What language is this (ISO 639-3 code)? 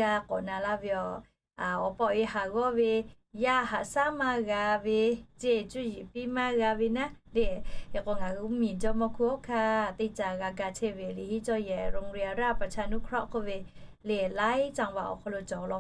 lhu